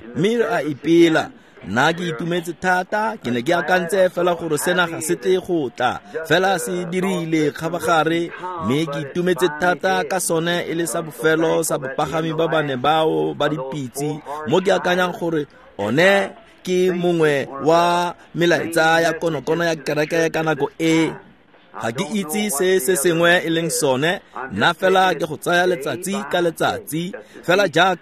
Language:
Tswana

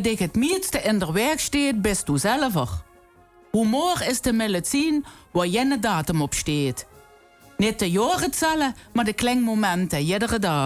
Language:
Limburgish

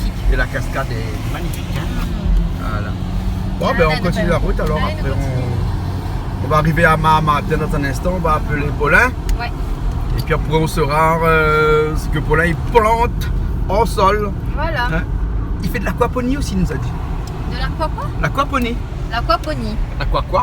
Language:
Réunion Creole French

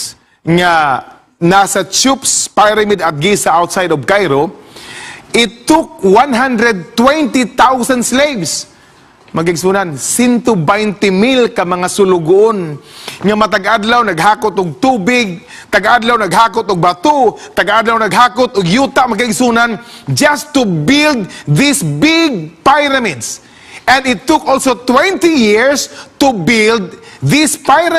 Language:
Cebuano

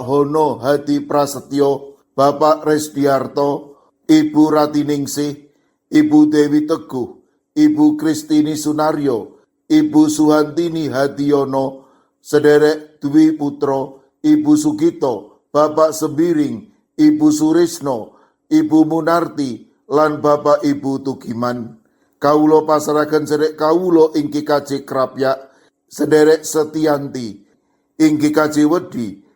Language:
Javanese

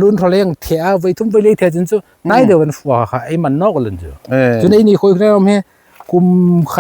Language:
Hmar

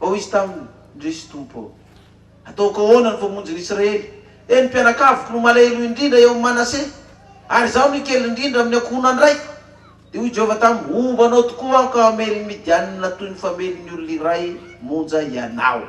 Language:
Malagasy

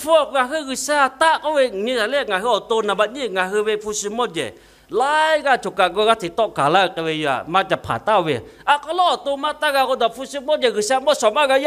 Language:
Lahu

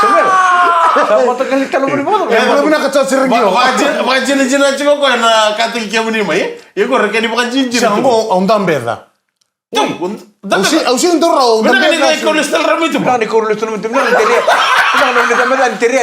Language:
Fijian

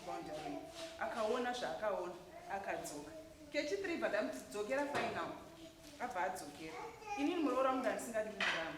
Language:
Shona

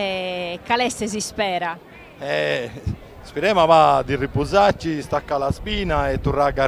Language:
Sardinian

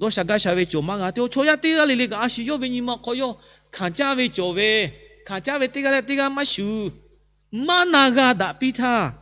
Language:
Lahu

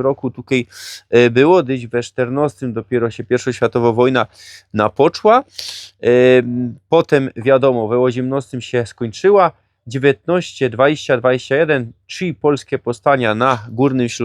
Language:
Silesian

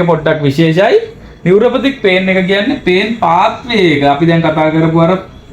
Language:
Sinhala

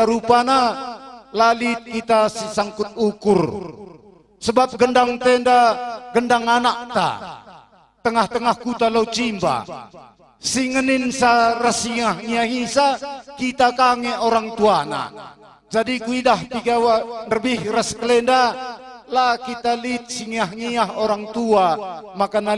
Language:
Batak Karo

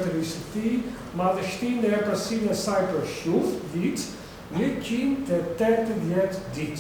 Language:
Albanian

